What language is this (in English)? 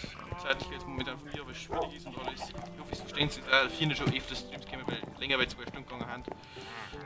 Bavarian